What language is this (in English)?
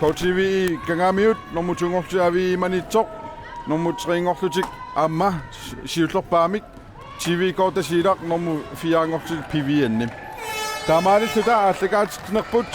Kalaallisut